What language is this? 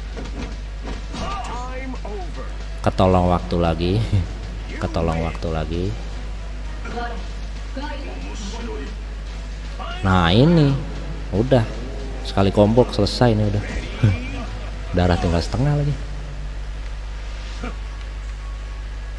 Indonesian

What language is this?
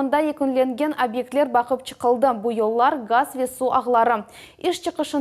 Crimean Tatar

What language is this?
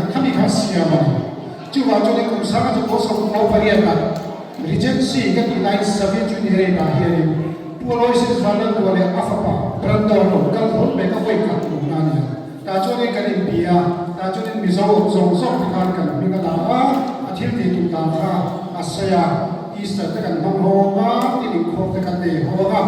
Mizo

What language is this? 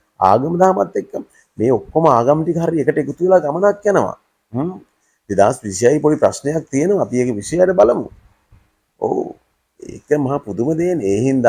Sinhala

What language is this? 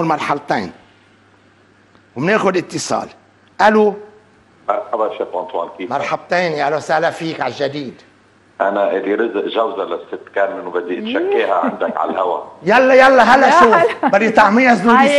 North Levantine Arabic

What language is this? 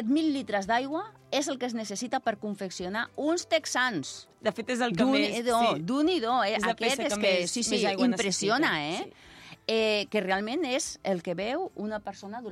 Catalan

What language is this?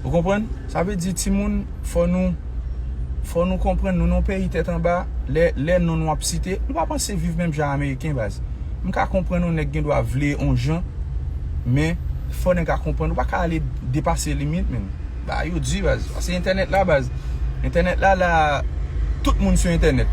Haitian Creole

